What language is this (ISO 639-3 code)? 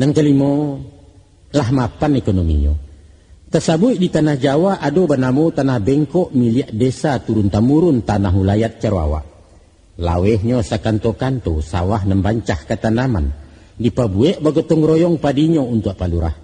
min